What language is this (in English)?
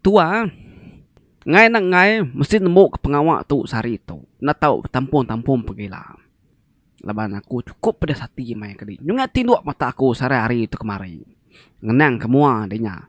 Iban